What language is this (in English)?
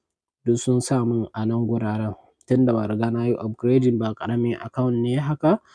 Hausa